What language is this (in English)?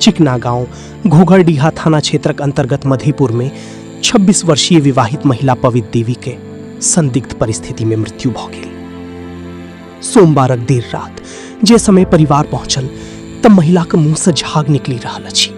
Maithili